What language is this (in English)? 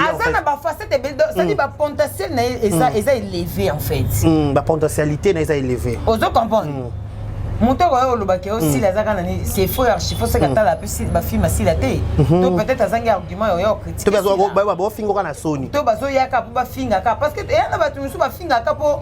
Lingala